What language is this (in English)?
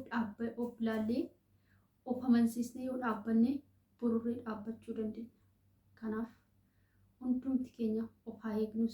Oromo